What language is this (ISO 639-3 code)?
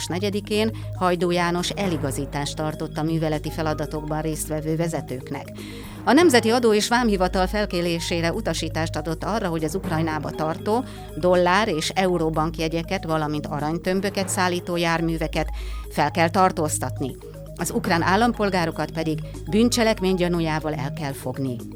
hun